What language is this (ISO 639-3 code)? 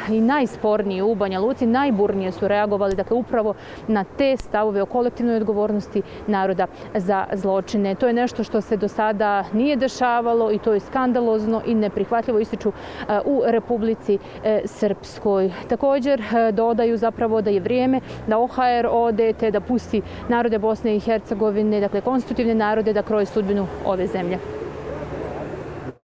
bos